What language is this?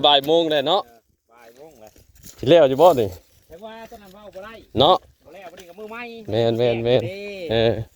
Northeastern Thai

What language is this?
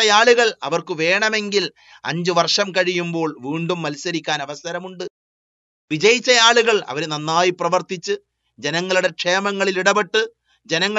Malayalam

